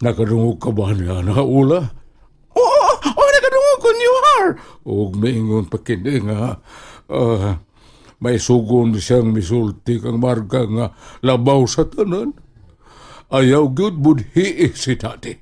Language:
Cebuano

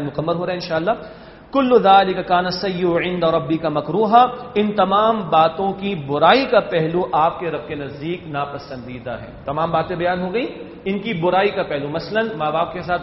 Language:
Urdu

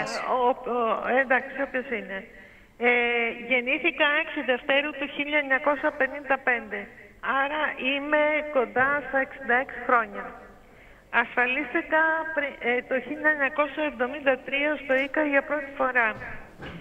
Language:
Greek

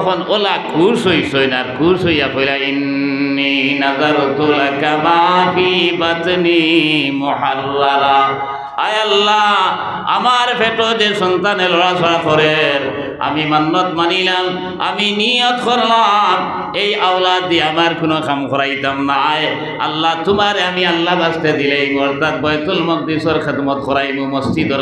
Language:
Sylheti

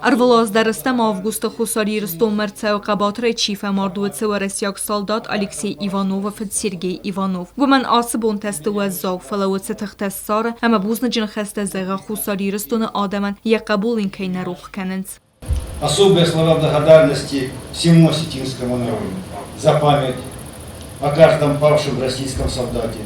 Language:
Ossetic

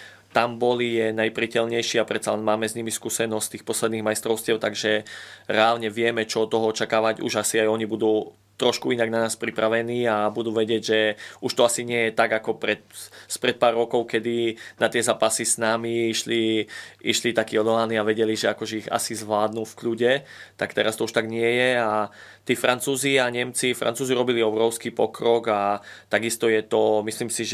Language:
Slovak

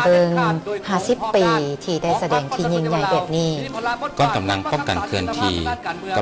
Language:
Lao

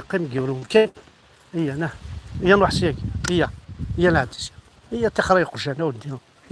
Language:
Kabyle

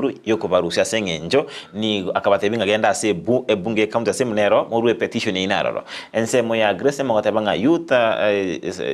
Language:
Gusii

